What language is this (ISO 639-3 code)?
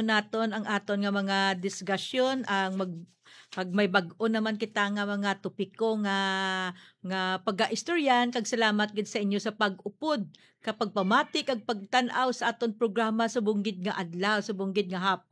hil